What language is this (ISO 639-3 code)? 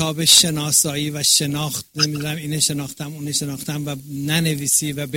fas